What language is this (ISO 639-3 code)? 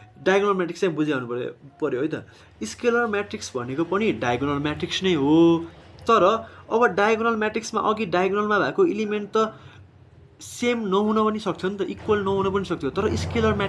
nep